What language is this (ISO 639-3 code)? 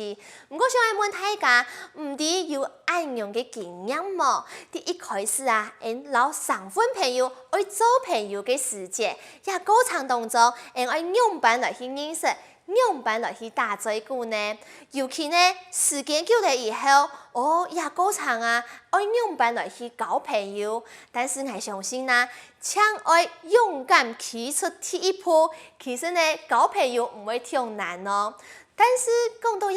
hak